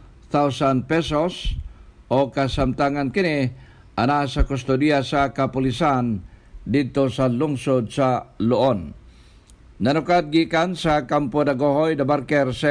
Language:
Cebuano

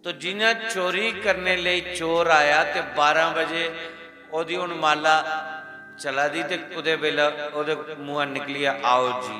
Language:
Dogri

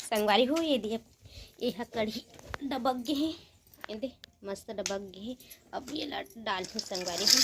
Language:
Chhattisgarhi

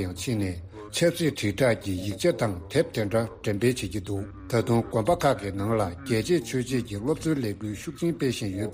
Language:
Tibetan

